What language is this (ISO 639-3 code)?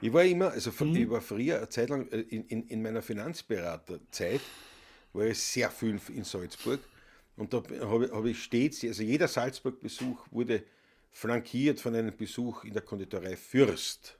bar